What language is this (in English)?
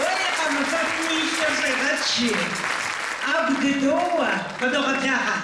Kabardian